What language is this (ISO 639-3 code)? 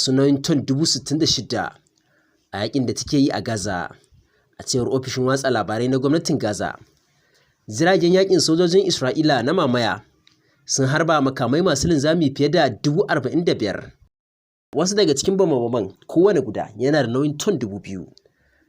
hau